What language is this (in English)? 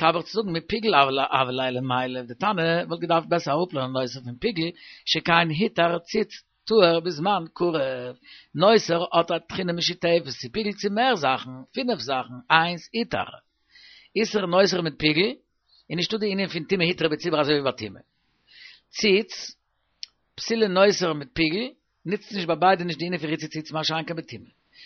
Yiddish